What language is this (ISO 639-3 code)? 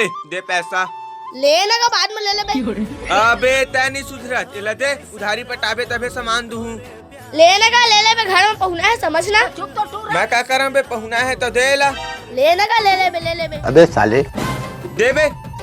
hne